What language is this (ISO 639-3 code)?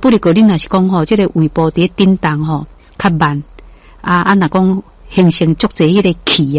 nan